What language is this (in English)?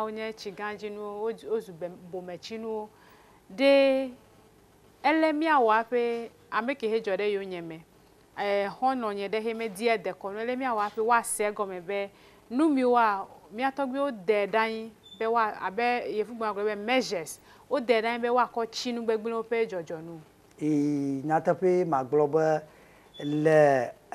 Ewe